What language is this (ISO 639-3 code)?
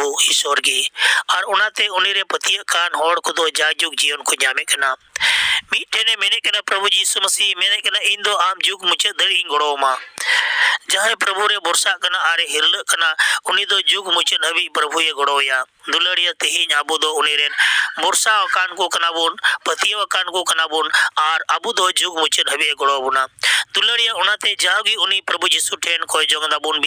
sat